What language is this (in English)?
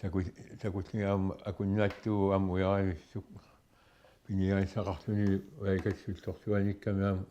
Kalaallisut